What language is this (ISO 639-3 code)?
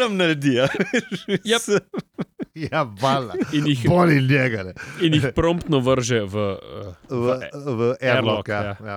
slv